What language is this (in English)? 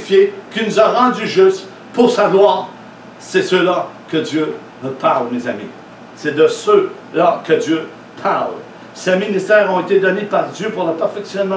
French